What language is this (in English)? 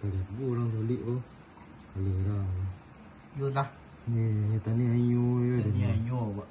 Minangkabau